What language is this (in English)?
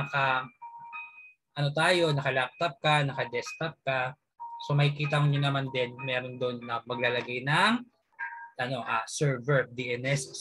Filipino